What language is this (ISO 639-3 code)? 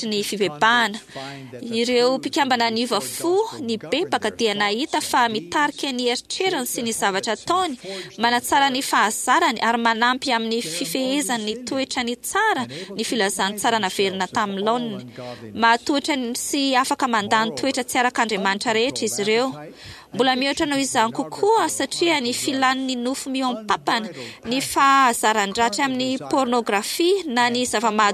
mlg